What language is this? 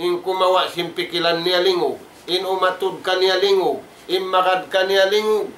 Tausug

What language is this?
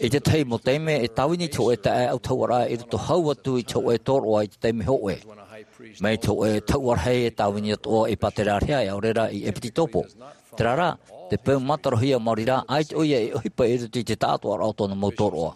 Tahitian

